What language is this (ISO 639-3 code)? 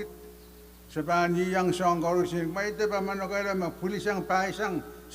pon